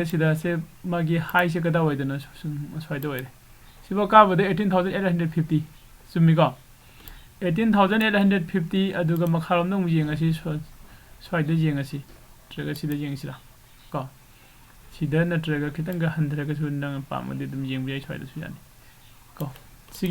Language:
Manipuri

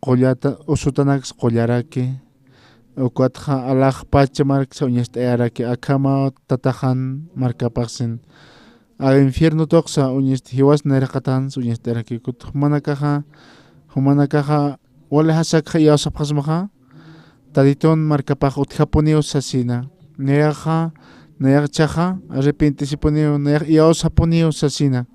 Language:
Aymara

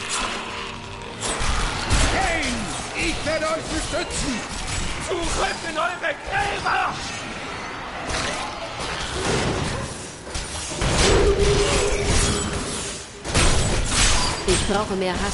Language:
German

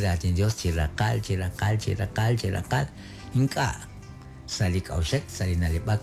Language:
Kekchí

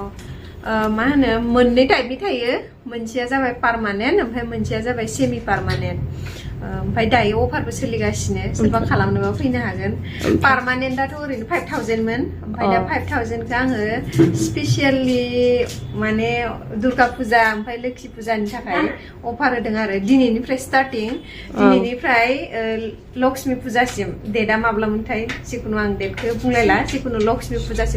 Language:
Bodo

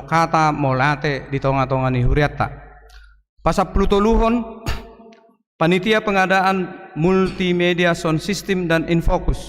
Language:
Batak Toba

